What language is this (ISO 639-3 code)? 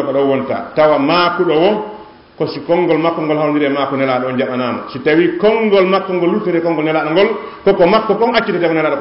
ful